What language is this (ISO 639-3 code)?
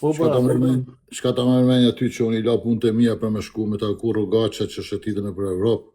sqi